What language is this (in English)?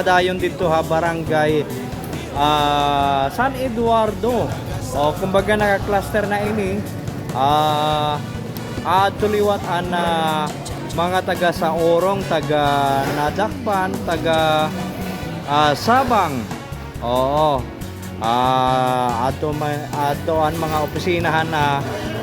Waray